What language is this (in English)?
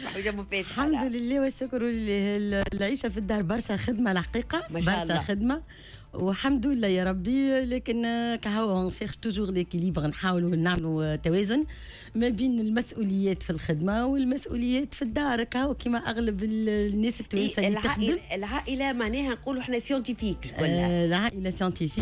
Tunisian Arabic